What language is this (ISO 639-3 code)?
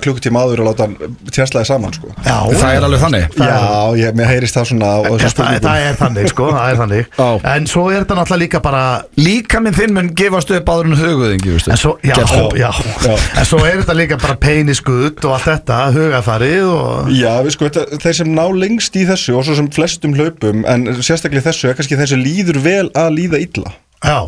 isl